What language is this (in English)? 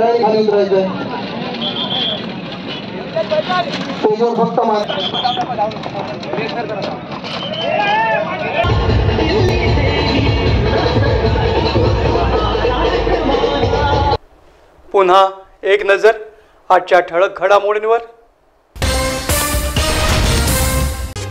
Marathi